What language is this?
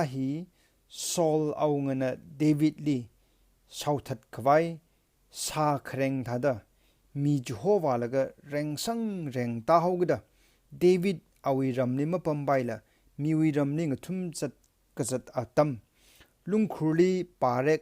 Tangkhul Naga (India)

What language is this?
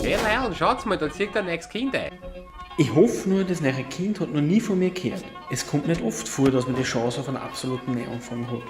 Bavarian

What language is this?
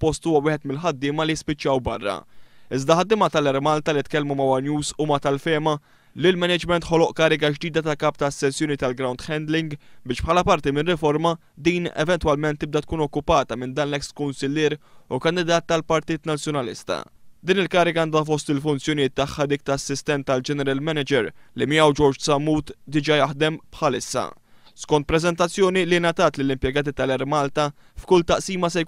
Maltese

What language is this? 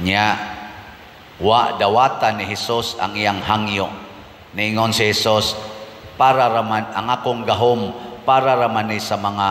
Cebuano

